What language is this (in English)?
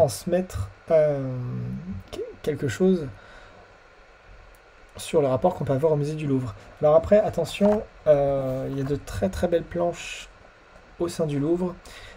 French